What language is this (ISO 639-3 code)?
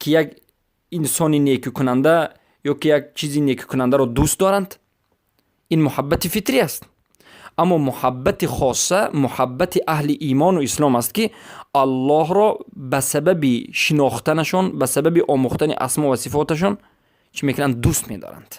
fas